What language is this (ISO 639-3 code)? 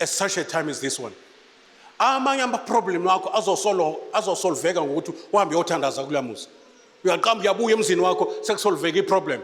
zul